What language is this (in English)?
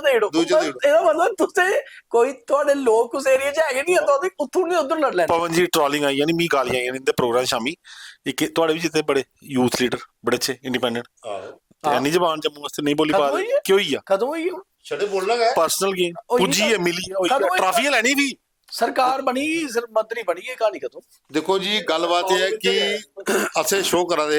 Dogri